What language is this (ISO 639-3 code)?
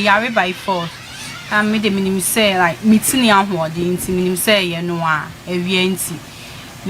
aka